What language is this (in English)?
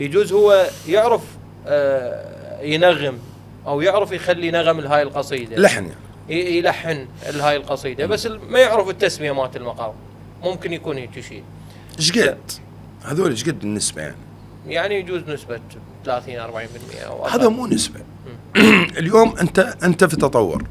Mesopotamian Arabic